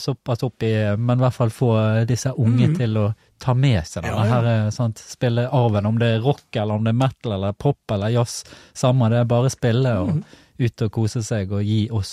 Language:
Norwegian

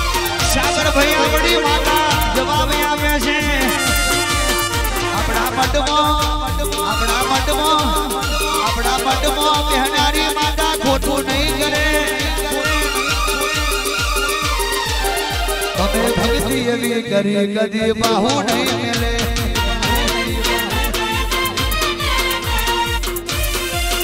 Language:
Gujarati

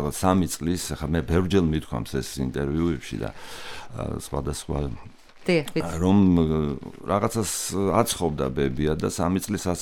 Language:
Georgian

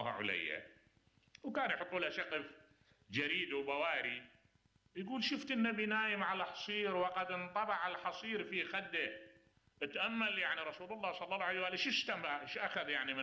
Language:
Mesopotamian Arabic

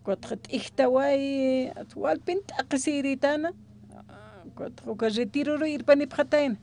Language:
Aymara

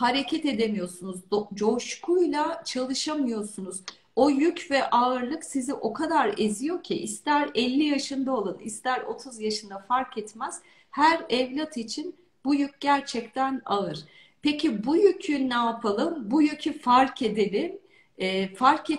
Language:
Turkish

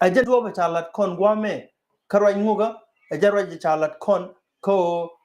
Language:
Nuer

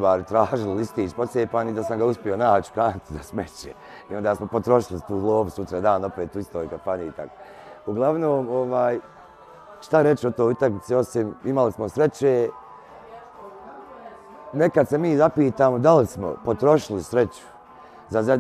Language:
Bosnian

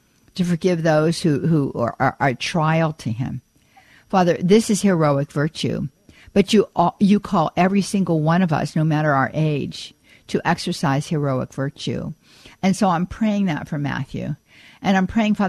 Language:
English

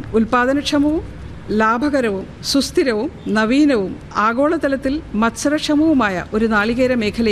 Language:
Malayalam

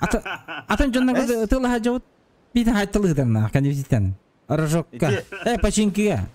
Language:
Yakut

